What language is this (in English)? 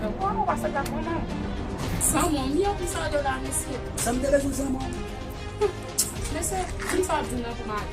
Haitian Creole